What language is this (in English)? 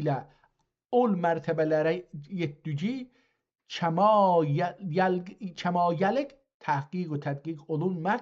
South Azerbaijani